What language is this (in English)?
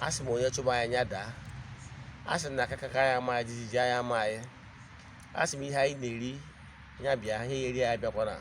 Igbo